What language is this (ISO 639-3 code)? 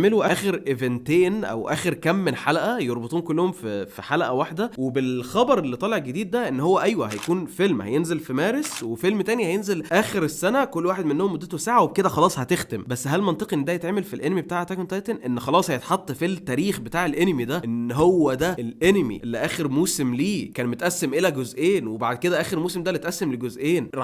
arz